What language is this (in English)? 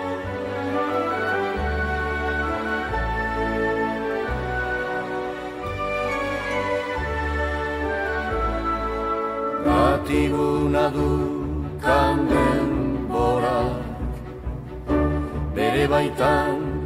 Basque